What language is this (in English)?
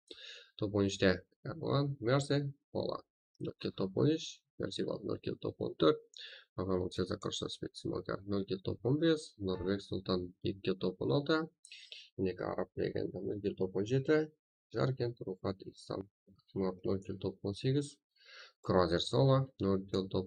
Kara-Kalpak